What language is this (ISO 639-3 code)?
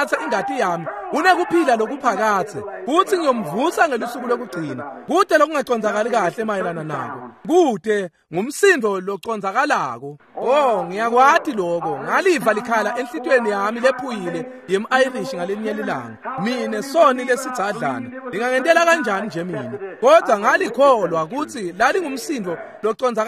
ssw